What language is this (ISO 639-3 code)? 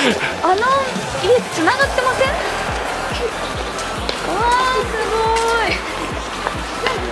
jpn